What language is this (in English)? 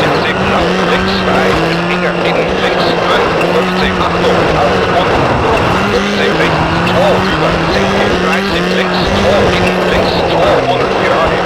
Bavarian